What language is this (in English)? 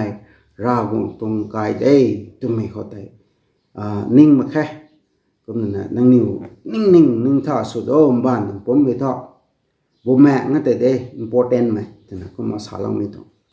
Rongmei Naga